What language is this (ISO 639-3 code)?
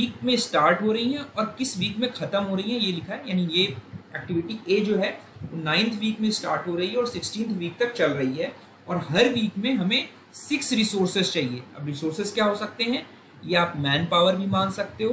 hin